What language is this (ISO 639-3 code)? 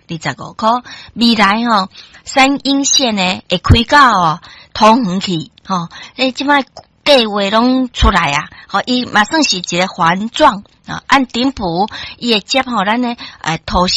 nan